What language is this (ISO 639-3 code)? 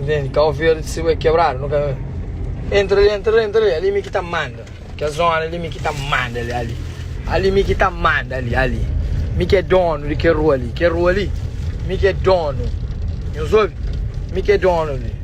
kea